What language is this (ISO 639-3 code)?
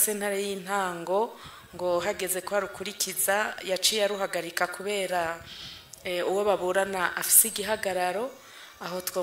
run